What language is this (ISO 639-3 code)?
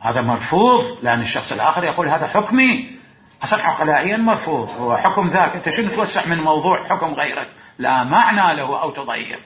acm